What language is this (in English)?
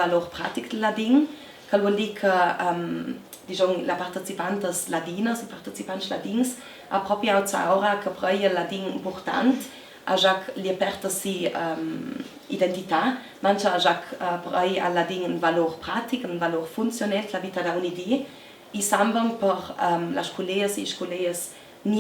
Ladin